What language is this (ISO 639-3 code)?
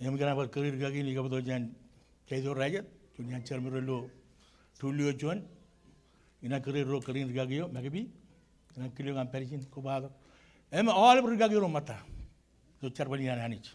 mah